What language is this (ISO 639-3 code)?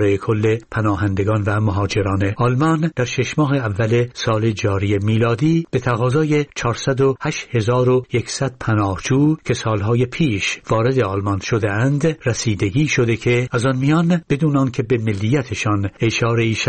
fas